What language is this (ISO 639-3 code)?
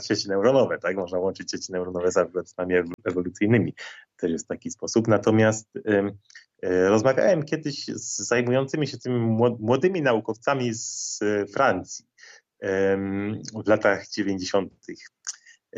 pol